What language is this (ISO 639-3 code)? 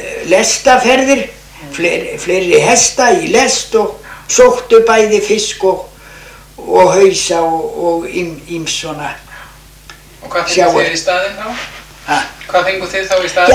isl